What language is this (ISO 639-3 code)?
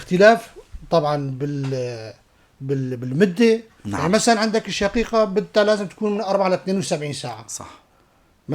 apc